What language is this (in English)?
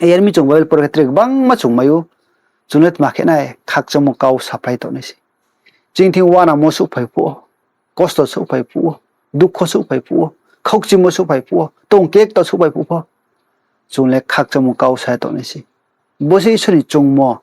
Riang (India)